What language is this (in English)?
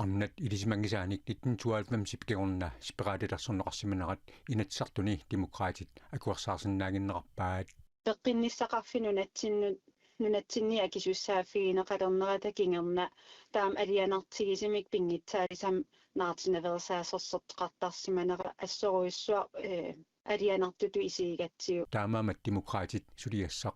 Kalaallisut